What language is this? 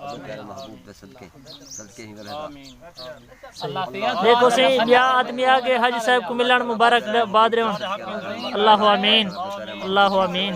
Saraiki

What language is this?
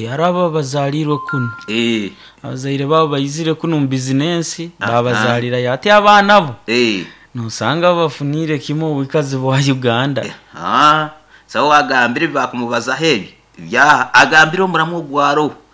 Nyoro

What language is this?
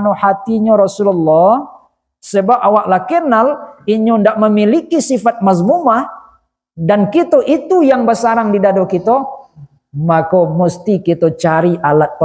Minangkabau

